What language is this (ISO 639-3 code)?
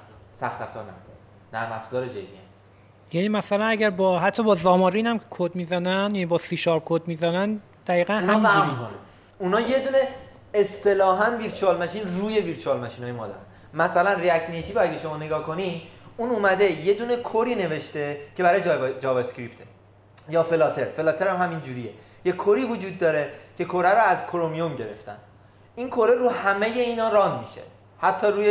fas